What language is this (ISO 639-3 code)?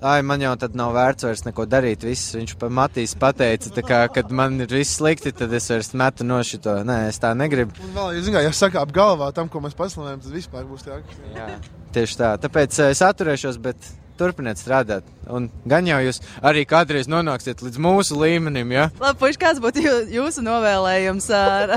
lav